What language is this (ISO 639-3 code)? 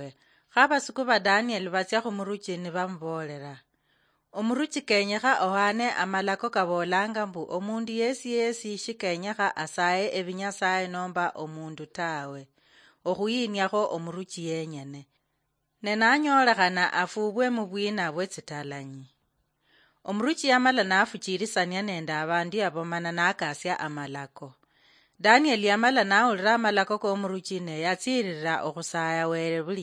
luy